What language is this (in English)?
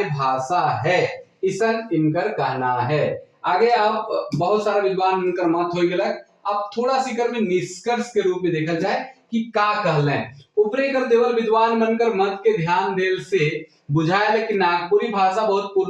Sadri